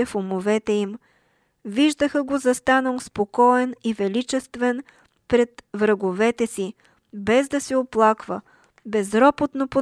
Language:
Bulgarian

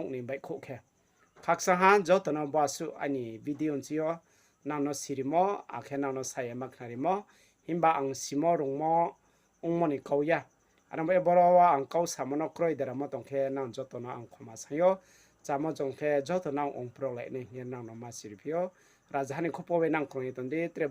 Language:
Riang (India)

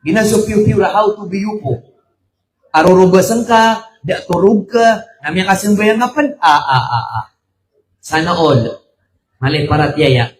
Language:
Maranao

